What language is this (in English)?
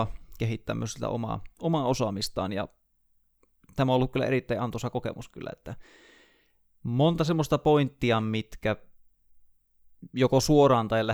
Finnish